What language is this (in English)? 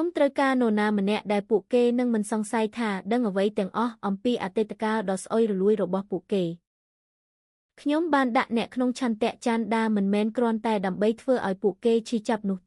Khmer